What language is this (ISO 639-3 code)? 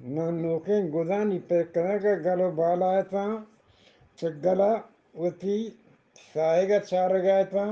bgp